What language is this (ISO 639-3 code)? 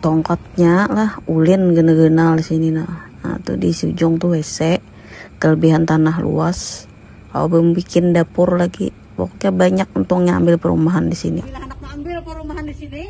bjn